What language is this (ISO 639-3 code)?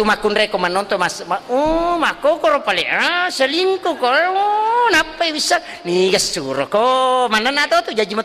bug